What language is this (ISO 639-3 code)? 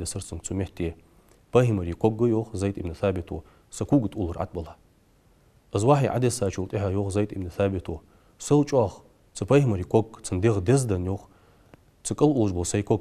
inh